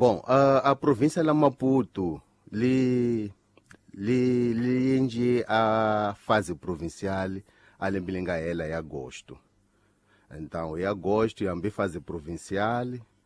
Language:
Tsonga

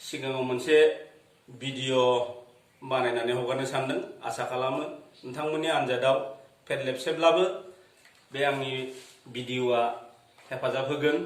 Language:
Bodo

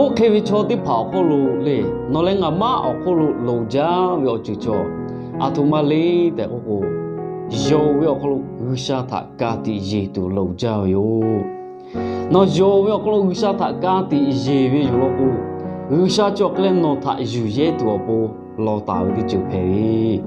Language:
Lahu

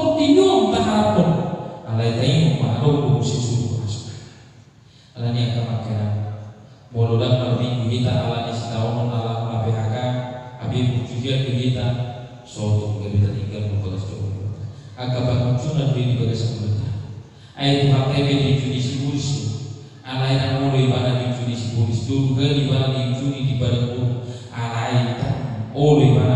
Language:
Batak Toba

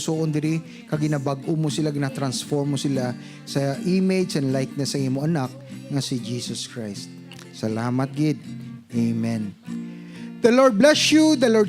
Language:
Hiligaynon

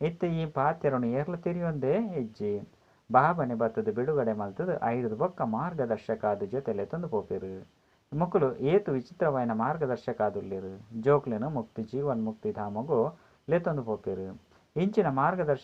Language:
Tulu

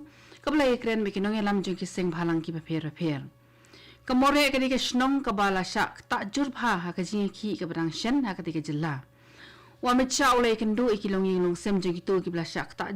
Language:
Khasi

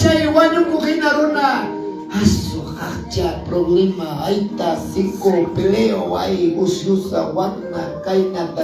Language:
Quechua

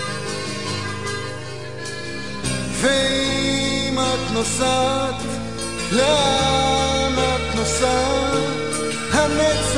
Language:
Hebrew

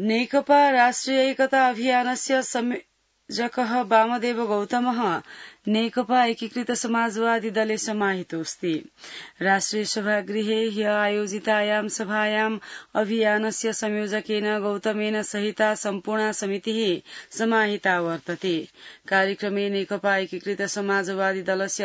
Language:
Sanskrit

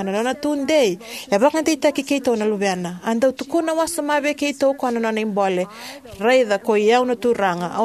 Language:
Fijian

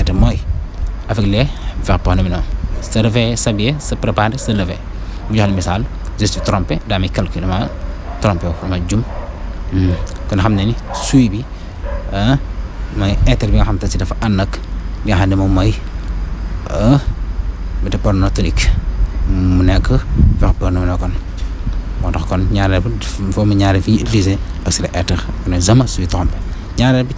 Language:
Wolof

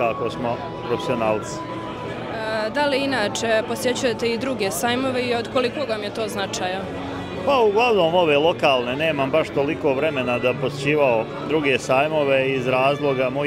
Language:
Bosnian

